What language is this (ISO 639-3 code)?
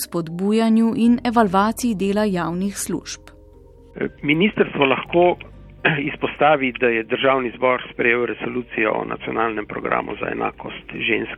slv